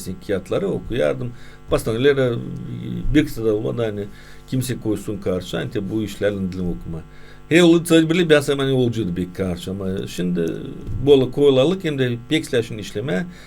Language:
Gagauz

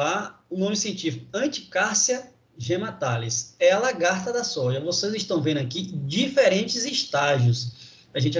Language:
Portuguese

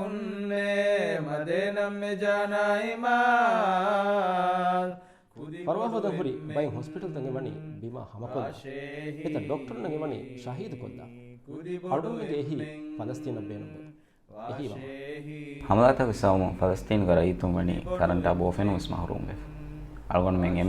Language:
Divehi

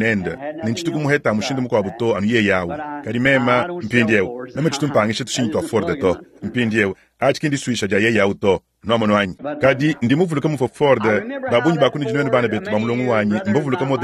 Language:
Luba-Lulua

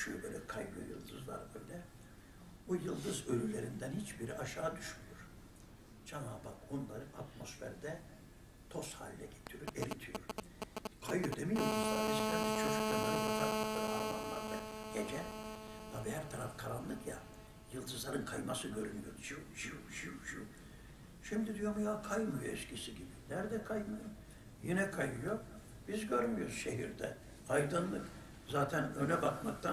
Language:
Turkish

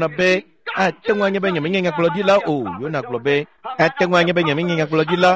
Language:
Ewe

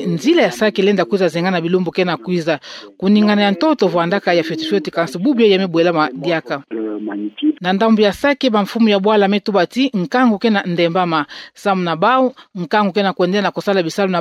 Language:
Kituba (Democratic Republic of Congo)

